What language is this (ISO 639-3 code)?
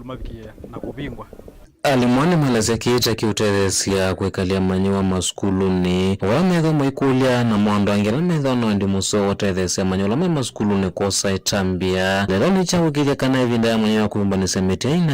kam